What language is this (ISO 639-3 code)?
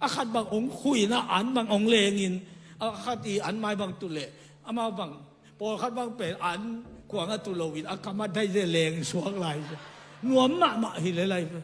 ctd